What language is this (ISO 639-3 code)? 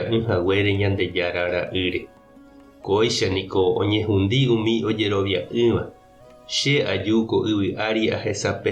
grn